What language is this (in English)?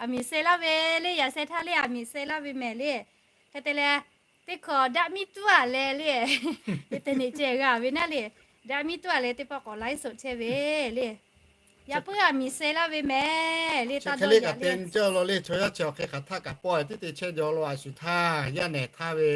Lahu